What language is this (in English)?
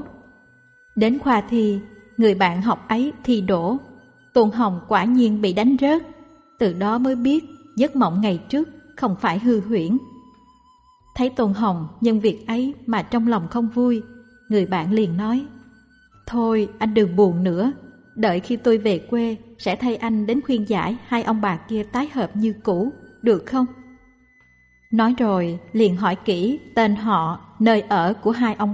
Vietnamese